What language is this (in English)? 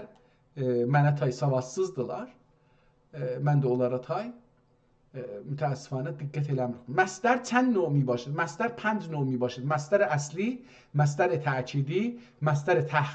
South Azerbaijani